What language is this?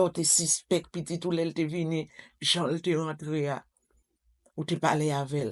Haitian Creole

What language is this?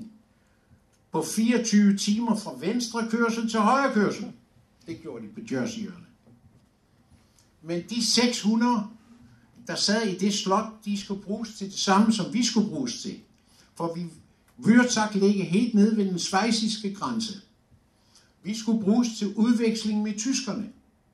Danish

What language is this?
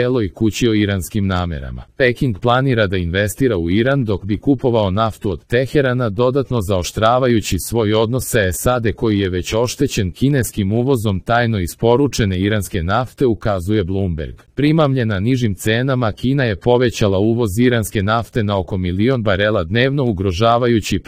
Serbian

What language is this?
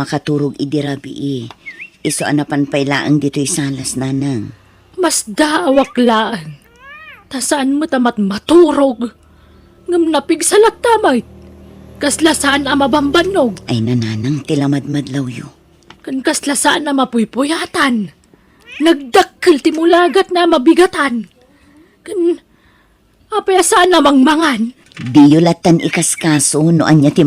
Iloko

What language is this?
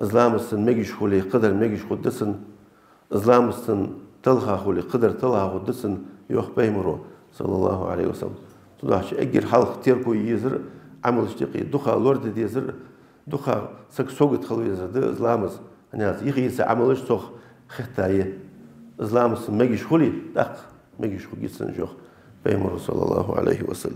Ingush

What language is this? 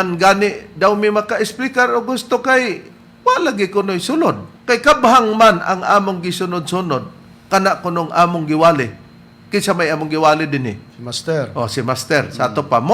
Cebuano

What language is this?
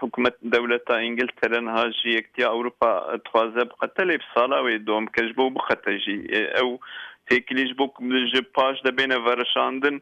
Kurdish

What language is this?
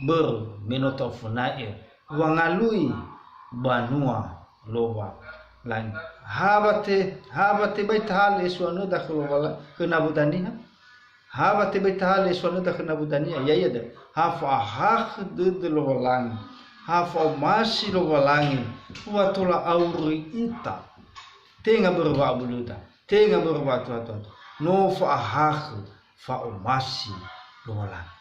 Nias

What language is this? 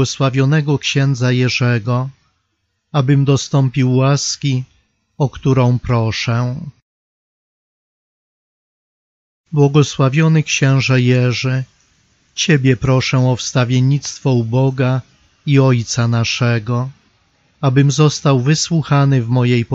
Polish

